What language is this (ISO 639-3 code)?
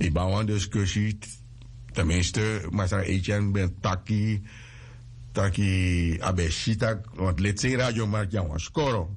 srn